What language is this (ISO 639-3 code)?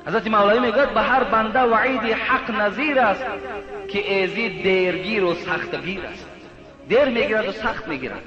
tgk